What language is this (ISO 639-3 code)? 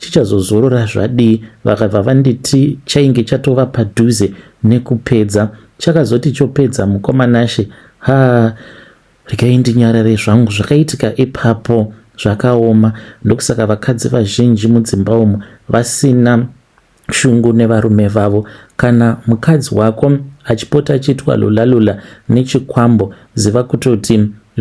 sna